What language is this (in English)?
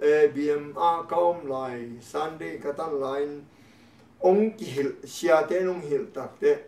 Tedim Chin